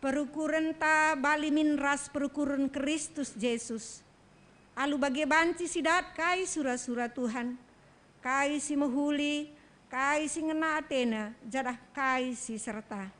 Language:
Batak Karo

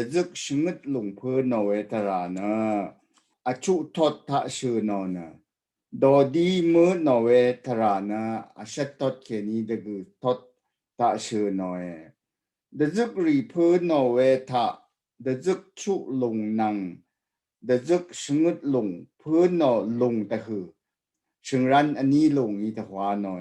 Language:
Rawang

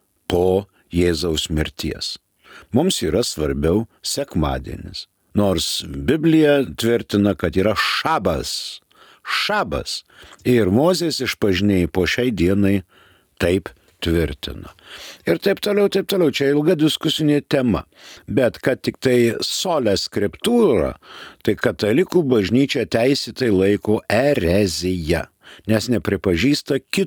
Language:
Lithuanian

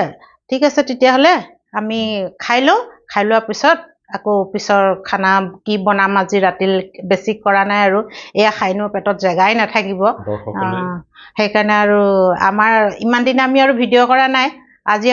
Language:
Assamese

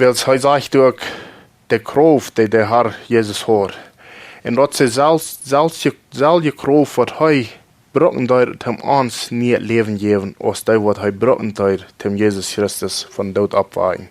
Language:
Plautdietsch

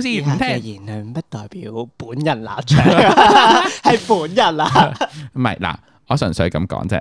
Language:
Cantonese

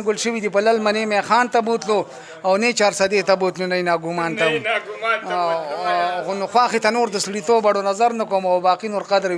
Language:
Pashto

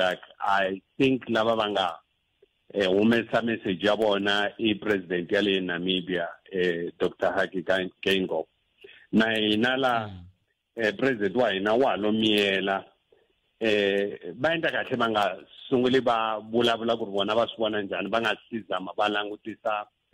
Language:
Tsonga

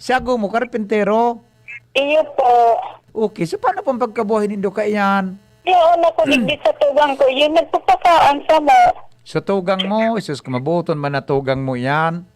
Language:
Bikol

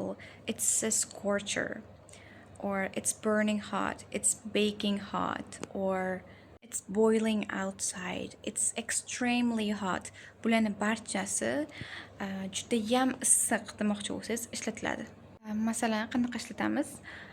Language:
Uzbek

